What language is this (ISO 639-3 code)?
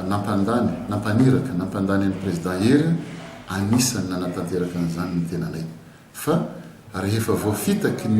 mlg